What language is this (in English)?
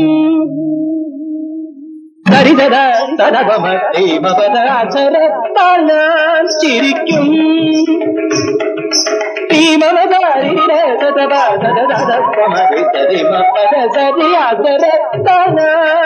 Malayalam